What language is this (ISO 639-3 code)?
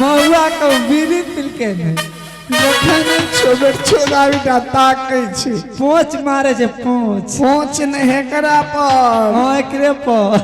mai